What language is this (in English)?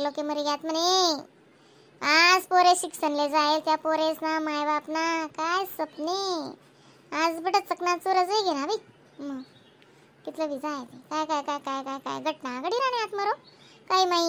Khandesi